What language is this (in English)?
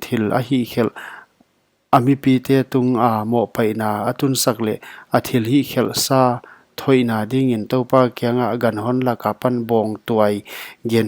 Paite Chin